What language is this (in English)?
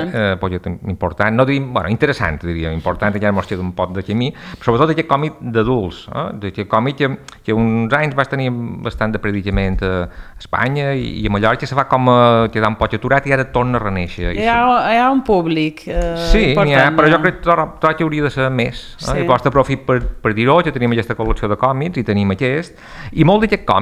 Catalan